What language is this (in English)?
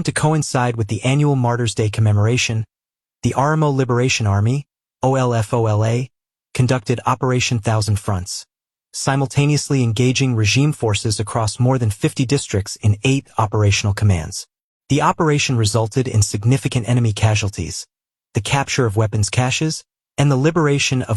English